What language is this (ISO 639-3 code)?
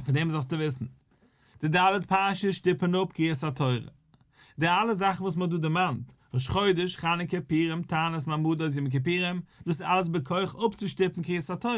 yid